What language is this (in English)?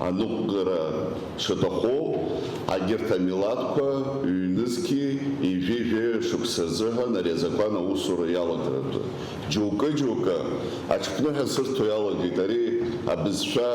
Abkhazian